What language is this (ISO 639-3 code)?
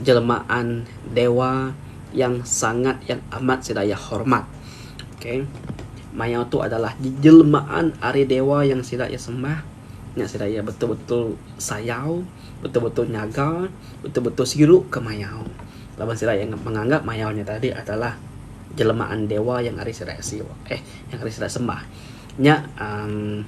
iba